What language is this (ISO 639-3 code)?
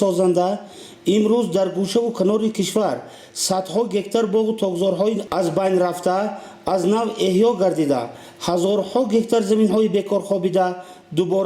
tgk